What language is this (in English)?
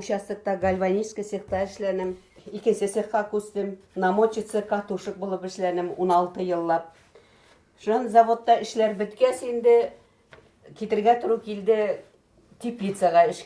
Bashkir